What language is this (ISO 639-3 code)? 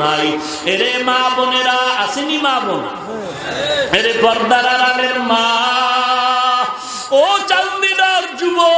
ben